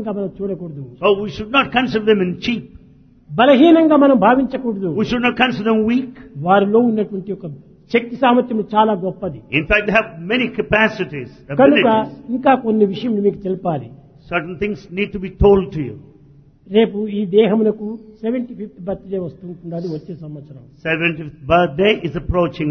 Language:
Telugu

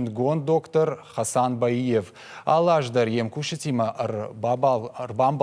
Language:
Ossetic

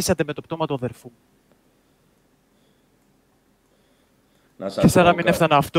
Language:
Greek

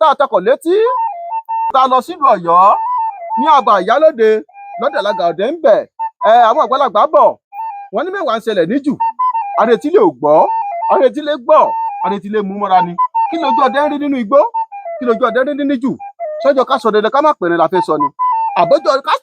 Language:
Yoruba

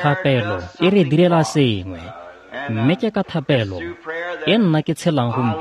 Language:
Tswana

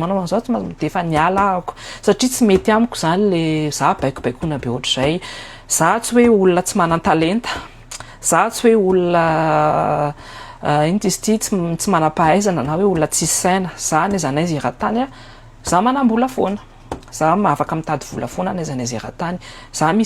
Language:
Malagasy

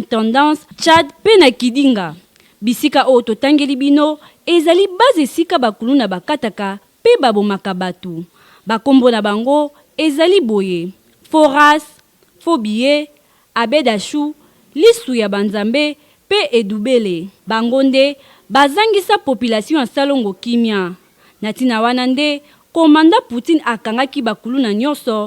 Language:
Lingala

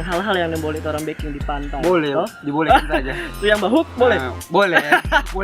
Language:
Manado Malay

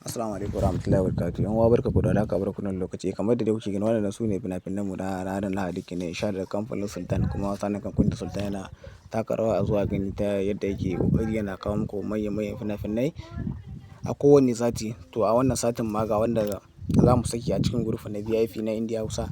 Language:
Hausa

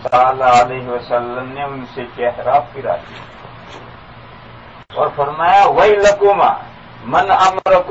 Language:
Urdu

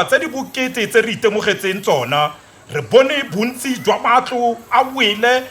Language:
Tswana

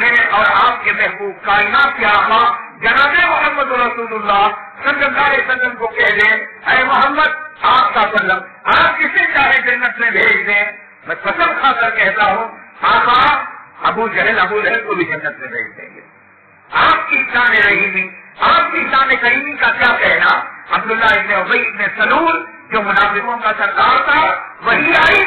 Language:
Urdu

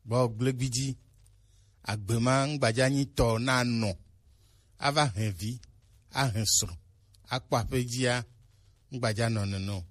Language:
Gen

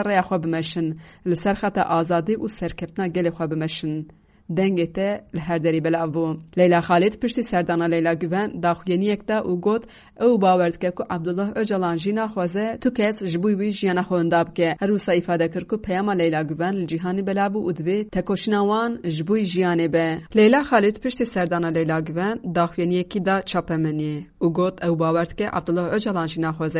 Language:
Kurdish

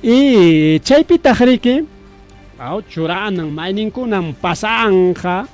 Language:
Ayacucho Quechua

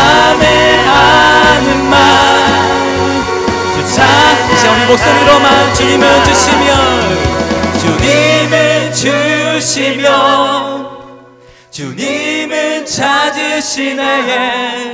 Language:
Korean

